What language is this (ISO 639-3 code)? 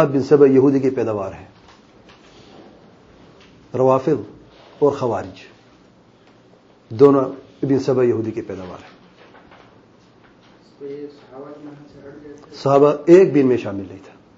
urd